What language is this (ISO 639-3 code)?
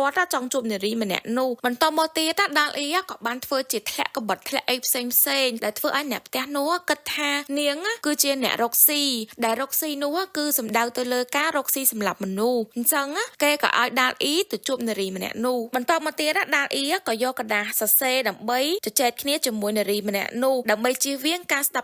khm